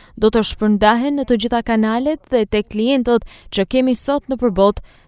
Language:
Albanian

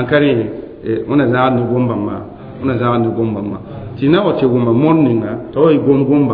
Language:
Mossi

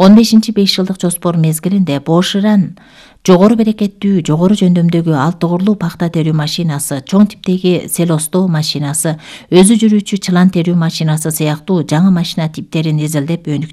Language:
Kyrgyz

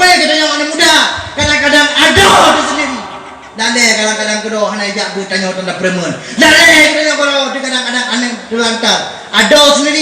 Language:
Achinese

